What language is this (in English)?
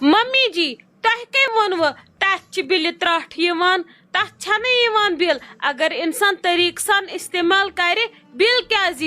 Kashmiri